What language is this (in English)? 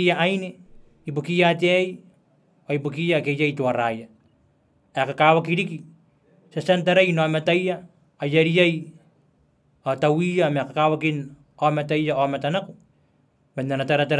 Gilbertese